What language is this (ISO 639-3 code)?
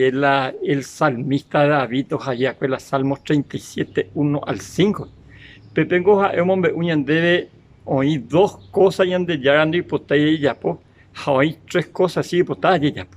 grn